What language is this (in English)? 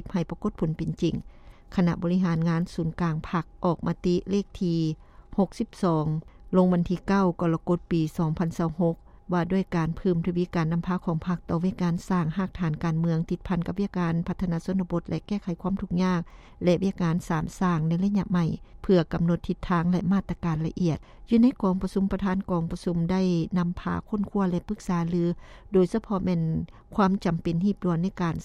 Lao